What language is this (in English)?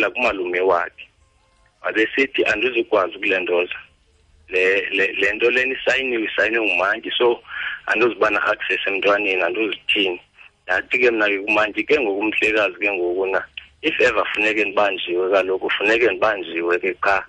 Xhosa